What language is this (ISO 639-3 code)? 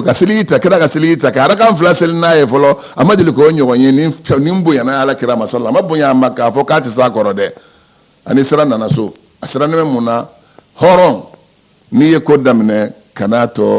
bam